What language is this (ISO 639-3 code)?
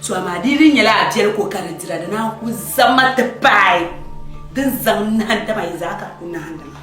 dag